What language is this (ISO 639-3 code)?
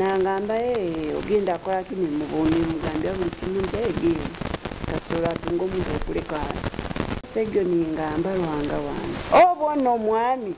nyo